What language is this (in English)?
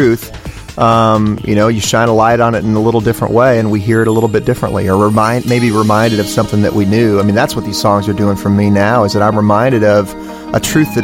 English